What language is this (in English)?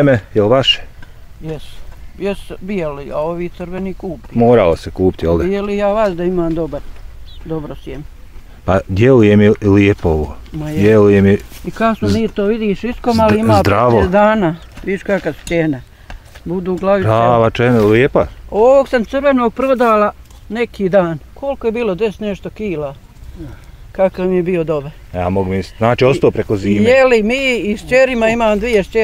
Bosnian